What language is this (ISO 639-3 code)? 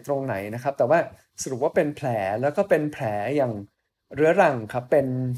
tha